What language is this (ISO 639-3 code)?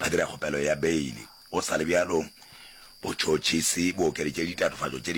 nso